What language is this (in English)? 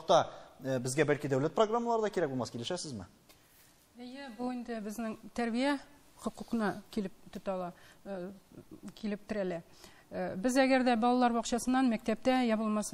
Tatar